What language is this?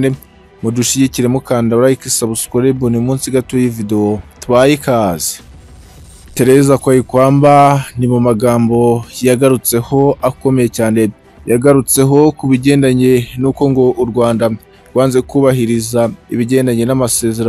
Kinyarwanda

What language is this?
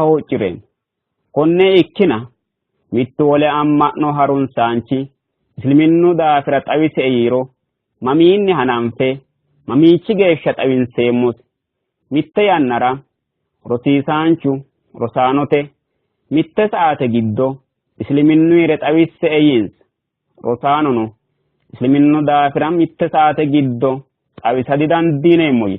Sidamo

